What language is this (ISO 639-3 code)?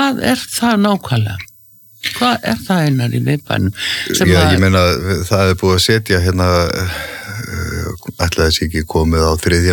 isl